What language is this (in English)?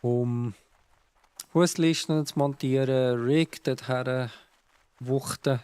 Swiss German